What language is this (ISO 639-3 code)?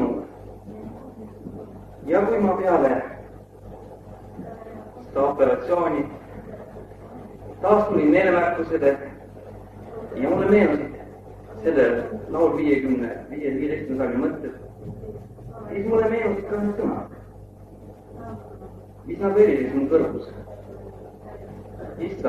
est